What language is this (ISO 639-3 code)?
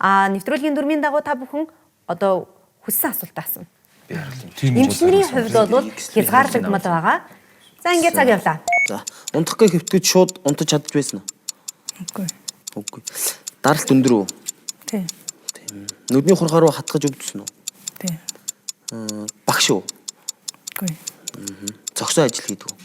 mon